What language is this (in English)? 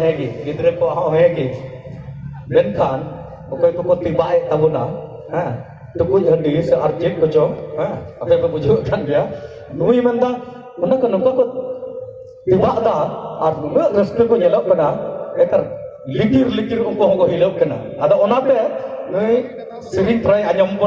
Santali